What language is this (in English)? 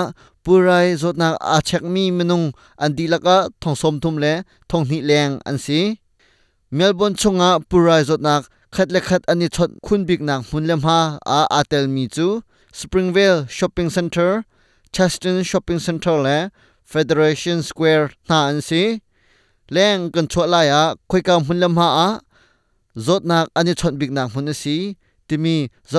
Hakha Chin